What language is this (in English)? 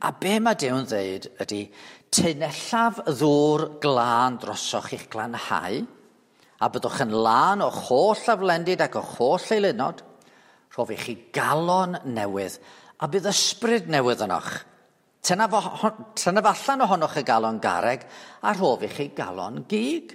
Welsh